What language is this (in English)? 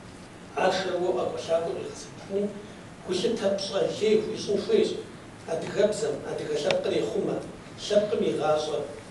Kabardian